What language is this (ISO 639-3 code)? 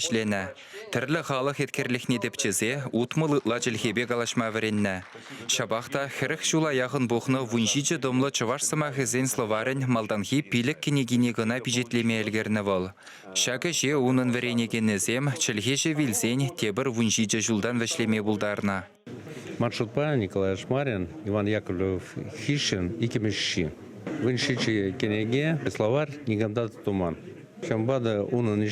chv